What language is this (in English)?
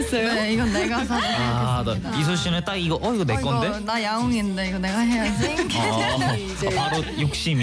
Korean